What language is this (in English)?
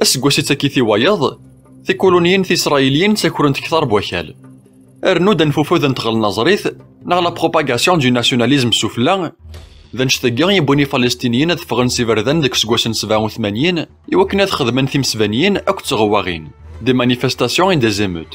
Kabyle